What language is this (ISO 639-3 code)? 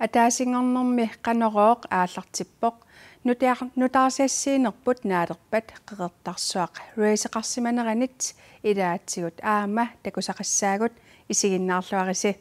kal